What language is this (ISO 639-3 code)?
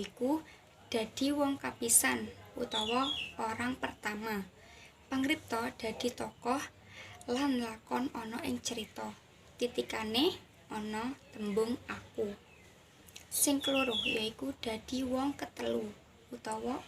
jav